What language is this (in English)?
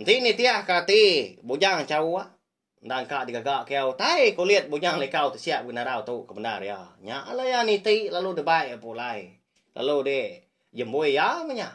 Iban